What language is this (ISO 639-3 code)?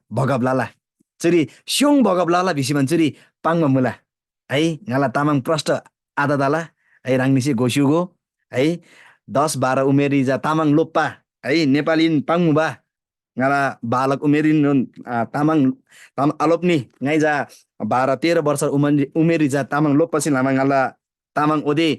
taj